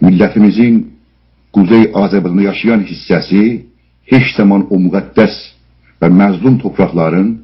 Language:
South Azerbaijani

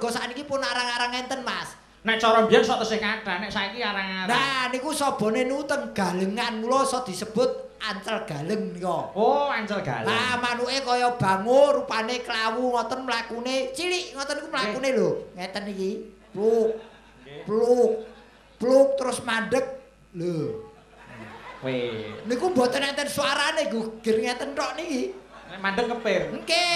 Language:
Javanese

